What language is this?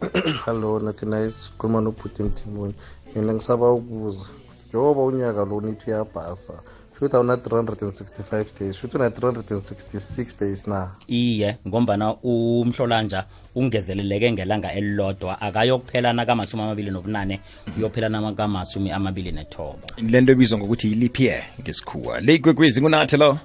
South Ndebele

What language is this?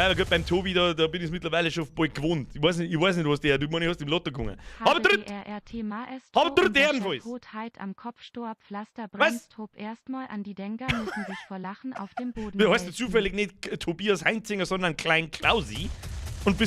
Bavarian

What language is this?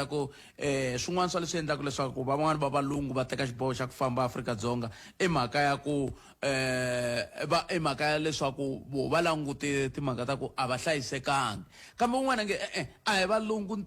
Tsonga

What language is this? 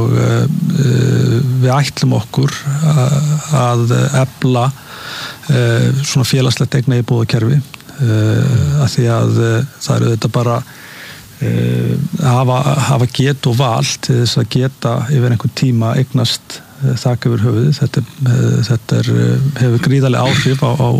Icelandic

